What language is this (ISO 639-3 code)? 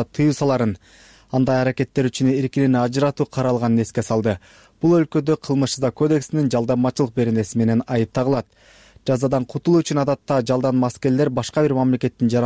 kir